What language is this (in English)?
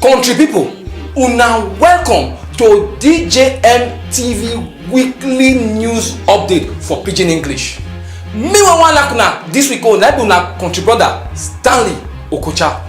Nigerian Pidgin